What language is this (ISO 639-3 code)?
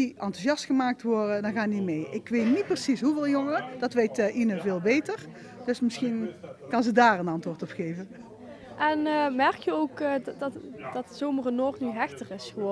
nld